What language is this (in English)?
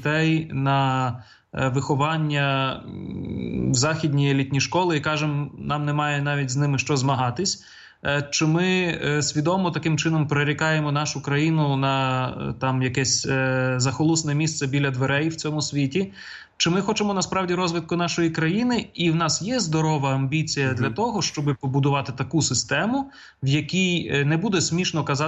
Ukrainian